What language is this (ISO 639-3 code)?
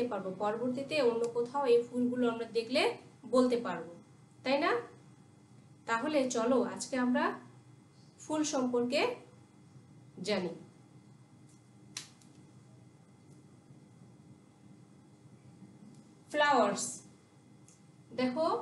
ben